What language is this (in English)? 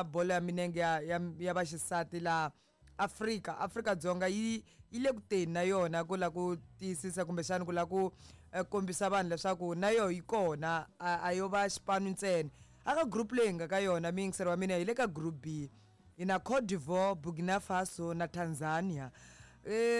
Tsonga